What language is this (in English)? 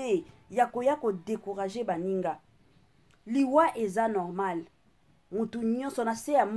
Lingala